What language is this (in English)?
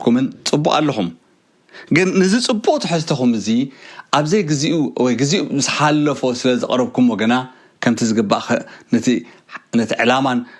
Tigrinya